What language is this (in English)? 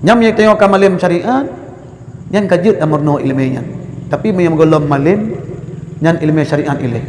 Achinese